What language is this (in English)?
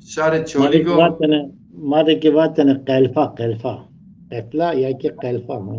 Zaza